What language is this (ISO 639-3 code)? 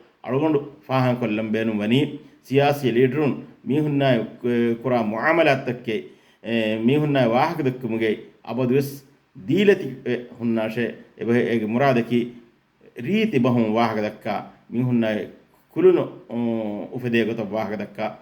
div